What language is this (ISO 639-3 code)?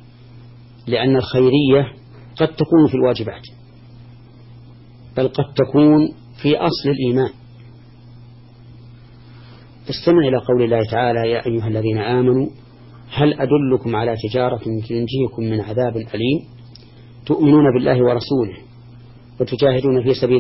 ara